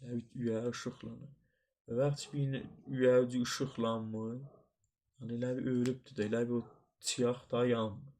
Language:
South Azerbaijani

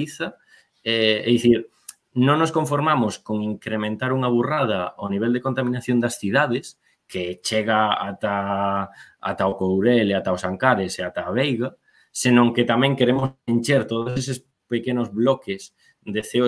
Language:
Galician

